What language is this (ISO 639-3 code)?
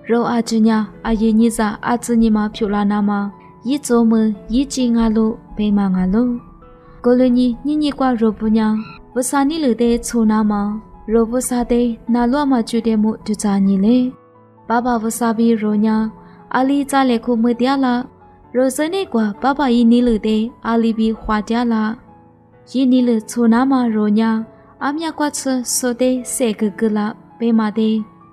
lis